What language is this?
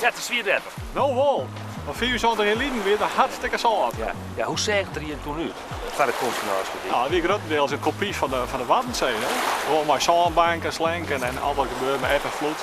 Western Frisian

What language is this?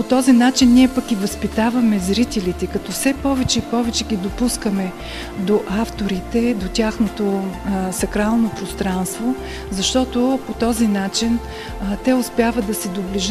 Bulgarian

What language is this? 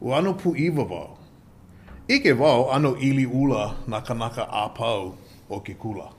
Hawaiian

